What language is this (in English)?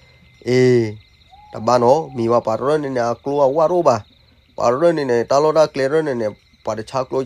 S'gaw Karen